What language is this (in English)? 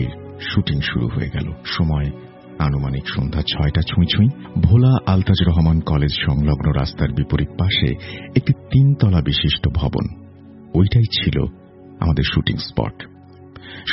Bangla